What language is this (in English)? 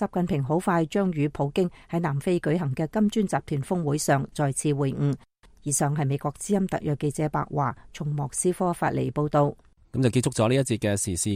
Cantonese